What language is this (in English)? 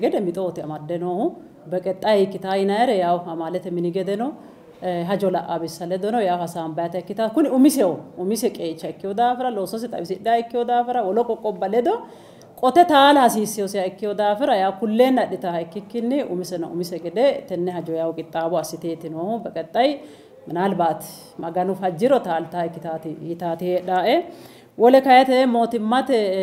Sidamo